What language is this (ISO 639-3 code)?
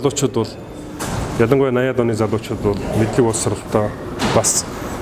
mon